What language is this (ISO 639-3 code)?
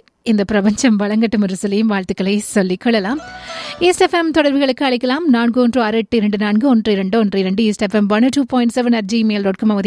tam